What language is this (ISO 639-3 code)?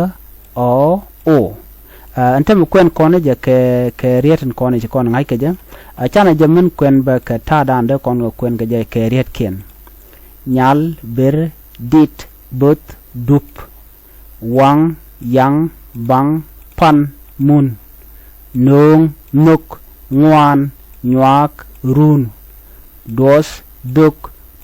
nus